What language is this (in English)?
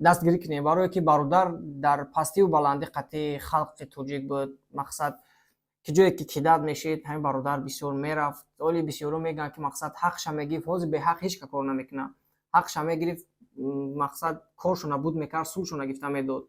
Tajik